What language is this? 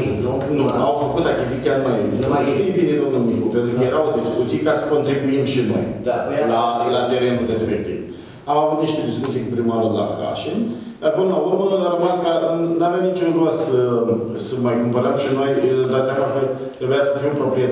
Romanian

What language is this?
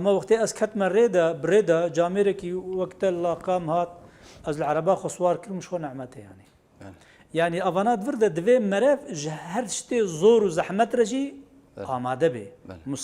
Kurdish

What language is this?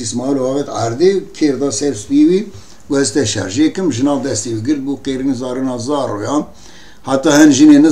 Kurdish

